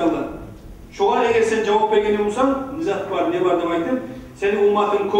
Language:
Kumyk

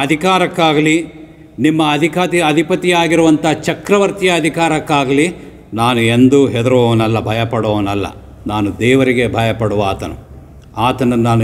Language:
Kannada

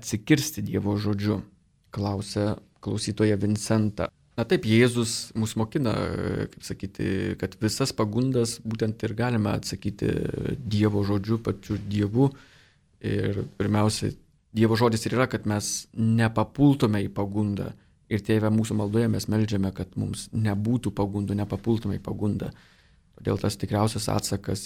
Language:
Lithuanian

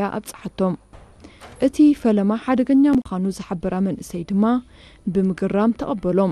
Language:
Tigrinya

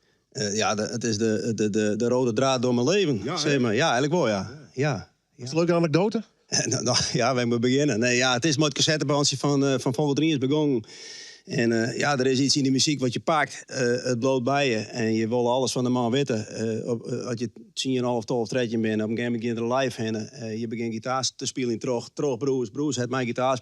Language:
Western Frisian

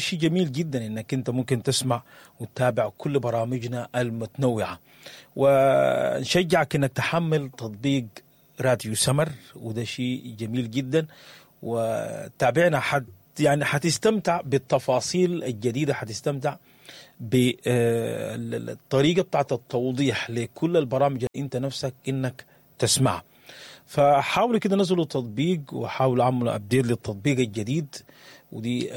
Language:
Sudanese Arabic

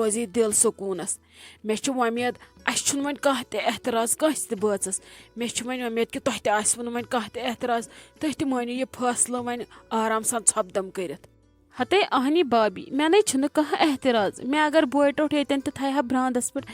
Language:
Kashmiri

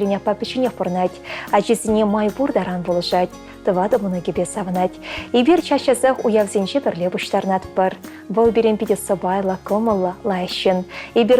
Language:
Chuvash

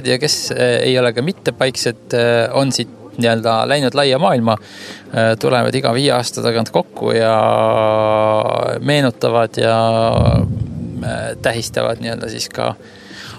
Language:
Estonian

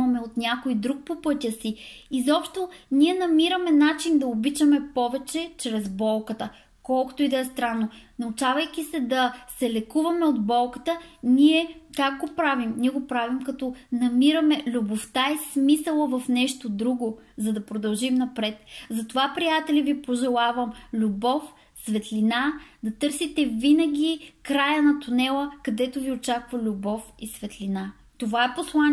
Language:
Bulgarian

